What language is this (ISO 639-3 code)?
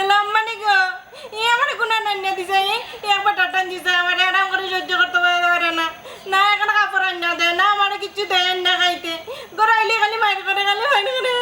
syl